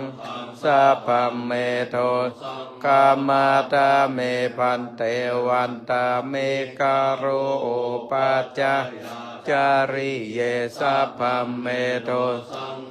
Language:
Pali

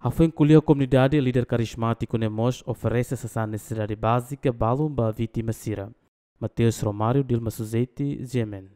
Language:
Tetum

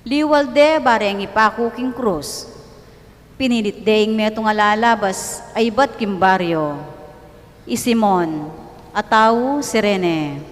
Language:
Pampanga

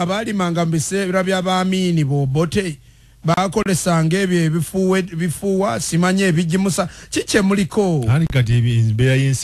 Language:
Ganda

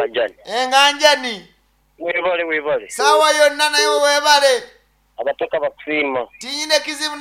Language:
Nyankole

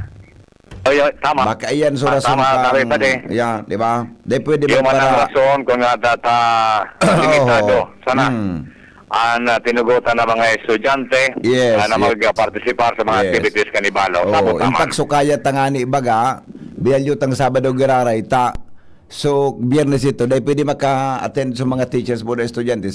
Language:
Bikol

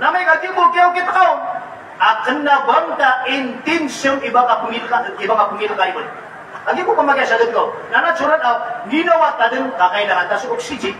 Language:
Maranao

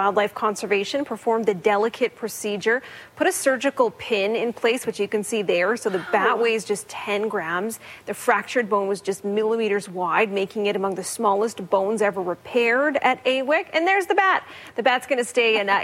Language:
English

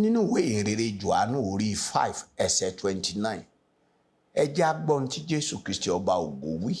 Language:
Yoruba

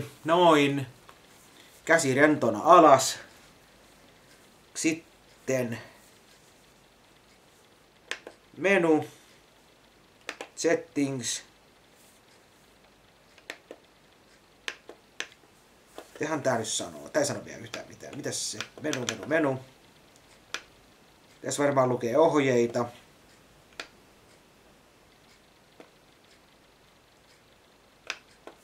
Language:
Finnish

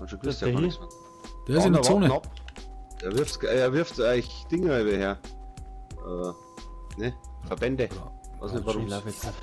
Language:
Bavarian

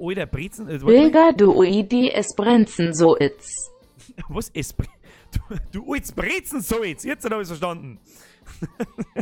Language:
Bavarian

